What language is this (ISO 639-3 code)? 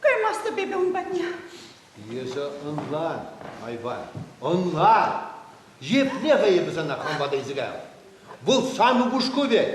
chv